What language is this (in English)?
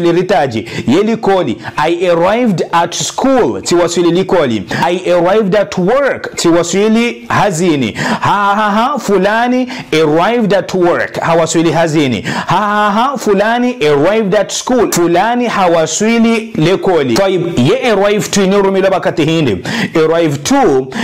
Ngazidja Comorian